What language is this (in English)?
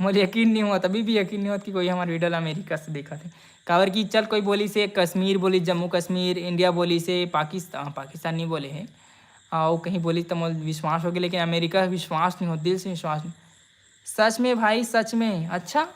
Chhattisgarhi